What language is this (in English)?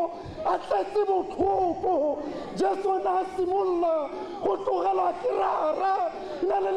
Tswana